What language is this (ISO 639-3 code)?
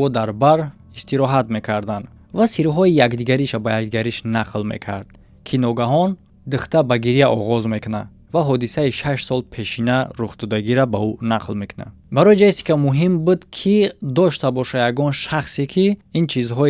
tgk